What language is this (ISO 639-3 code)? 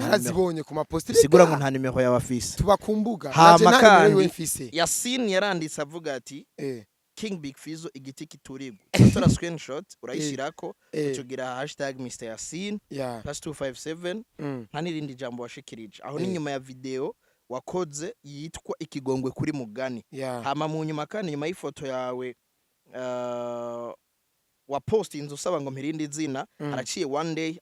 run